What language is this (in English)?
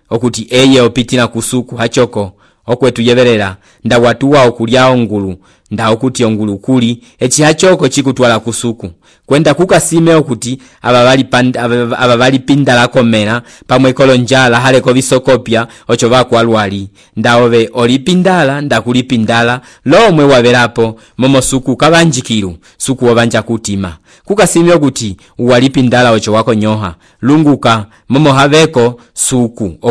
Umbundu